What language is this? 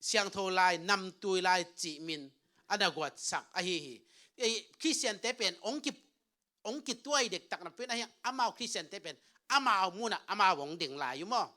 Tedim Chin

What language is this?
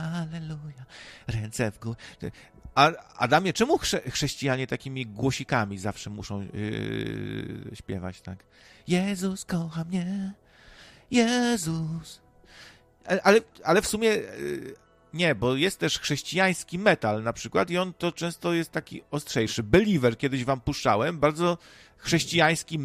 Polish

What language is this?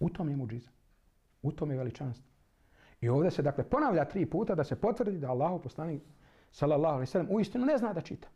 Bosnian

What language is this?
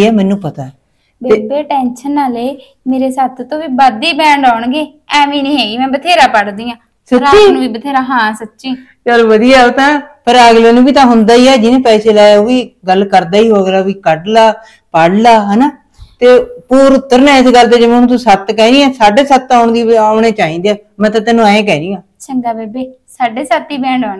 Punjabi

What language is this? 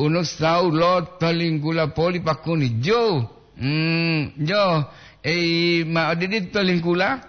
Gorontalo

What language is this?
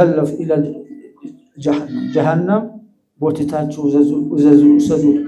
Amharic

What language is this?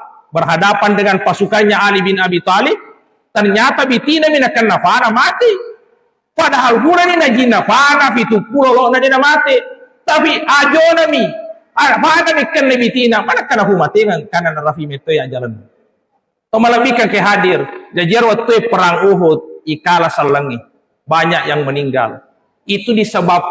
Buginese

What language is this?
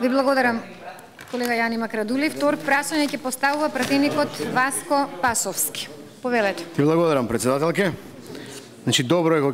Macedonian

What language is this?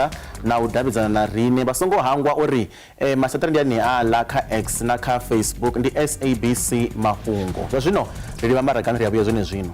Venda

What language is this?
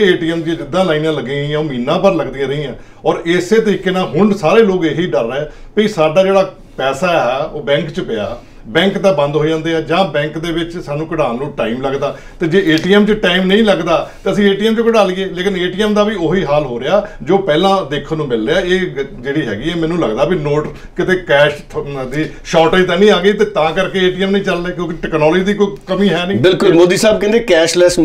Punjabi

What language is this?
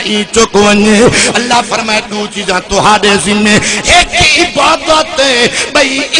Saraiki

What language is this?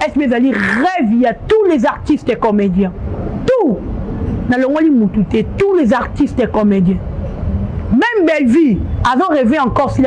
Lingala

